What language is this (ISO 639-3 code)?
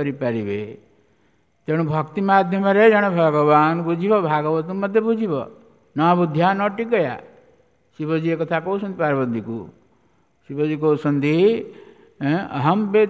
ori